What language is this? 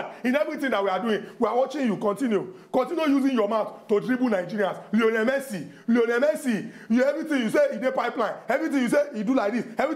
Nigerian Pidgin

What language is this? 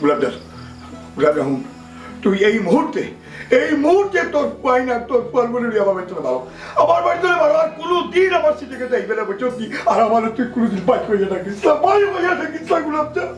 Sylheti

